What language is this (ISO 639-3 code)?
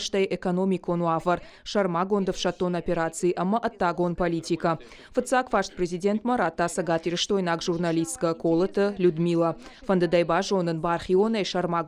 oss